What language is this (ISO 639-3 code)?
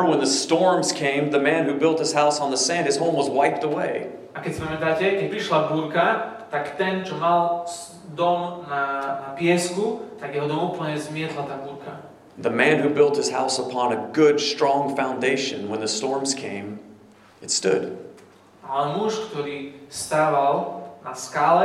slk